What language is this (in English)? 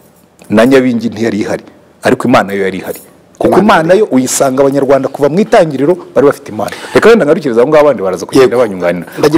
Kinyarwanda